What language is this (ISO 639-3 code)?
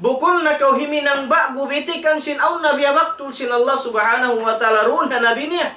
tsg